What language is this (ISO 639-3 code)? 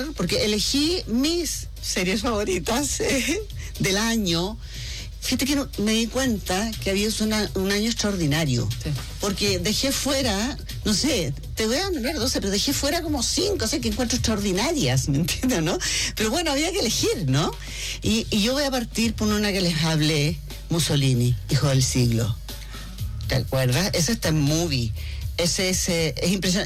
spa